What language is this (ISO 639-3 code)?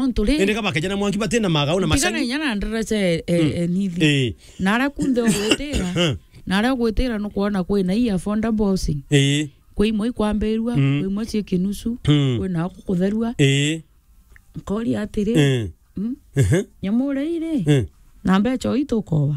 mer